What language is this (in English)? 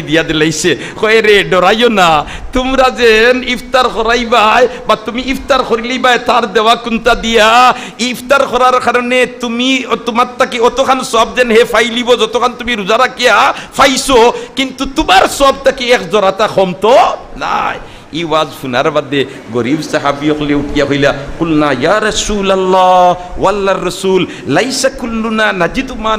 Sylheti